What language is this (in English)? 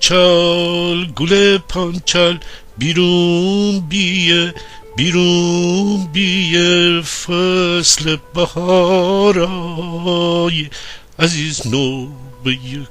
Gilaki